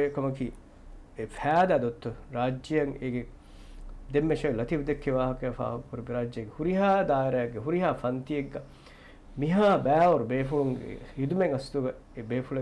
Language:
Divehi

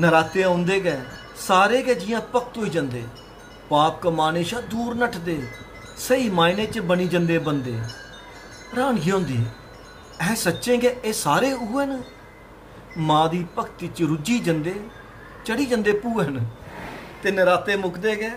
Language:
Dogri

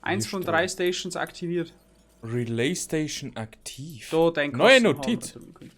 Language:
Bavarian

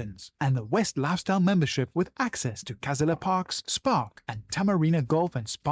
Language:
Morisyen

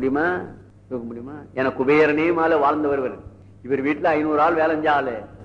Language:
Tamil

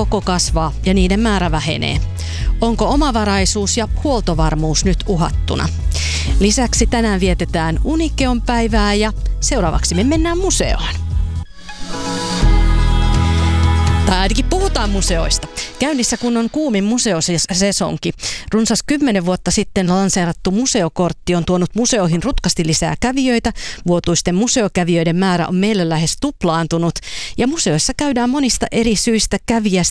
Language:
Finnish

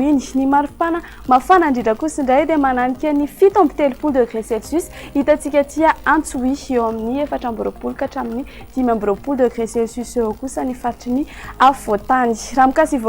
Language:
Malagasy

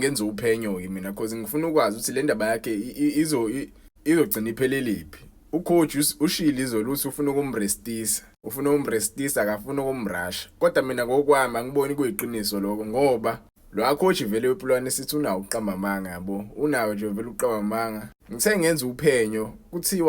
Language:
Zulu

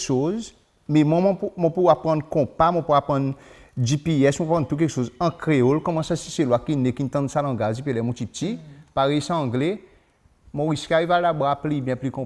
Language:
Seselwa Creole French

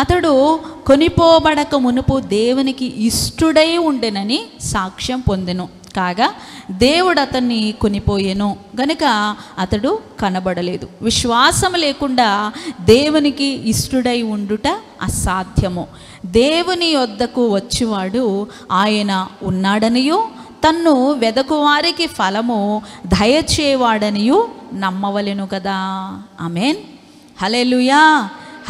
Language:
Telugu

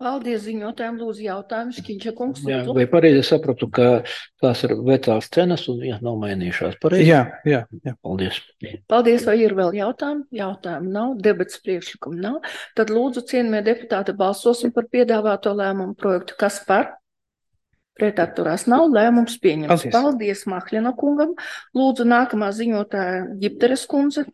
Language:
Latvian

